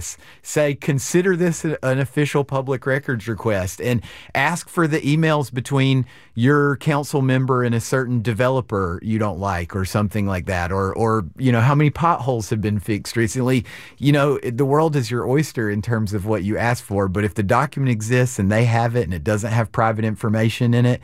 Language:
English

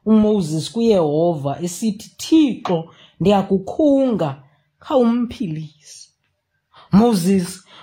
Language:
Xhosa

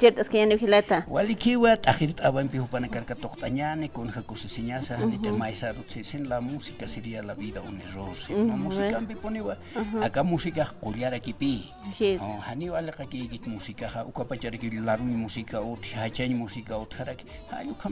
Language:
Aymara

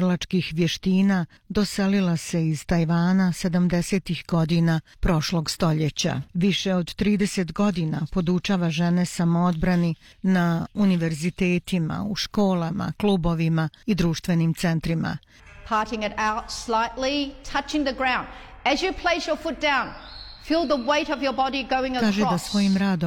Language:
Bosnian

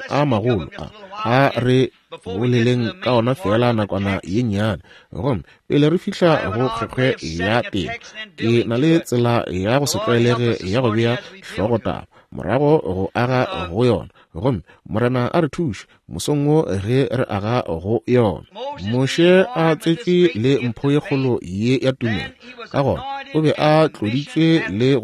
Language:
Northern Sotho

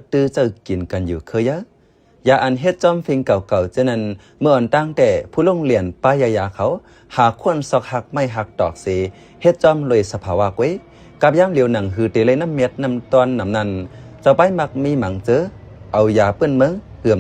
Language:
Shan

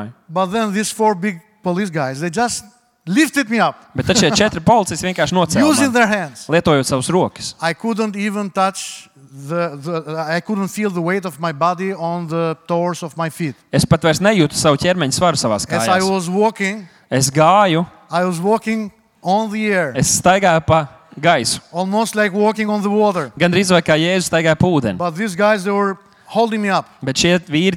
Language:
Latvian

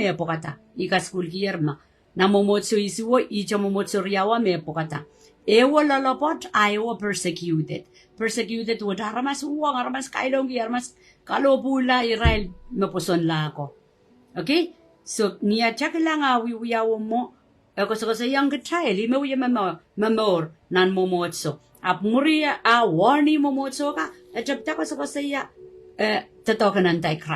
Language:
Pohnpeian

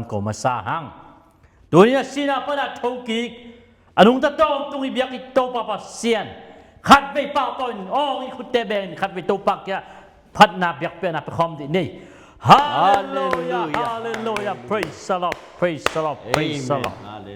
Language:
Tedim Chin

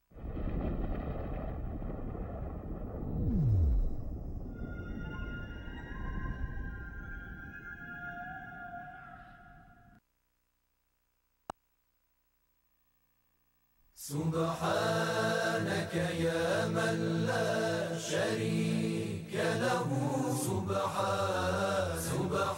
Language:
Persian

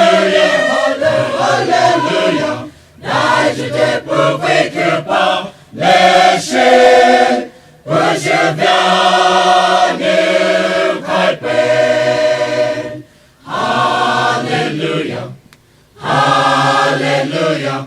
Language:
Poumei Naga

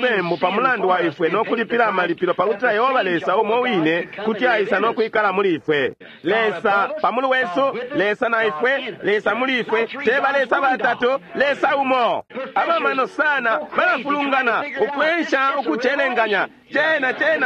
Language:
Bemba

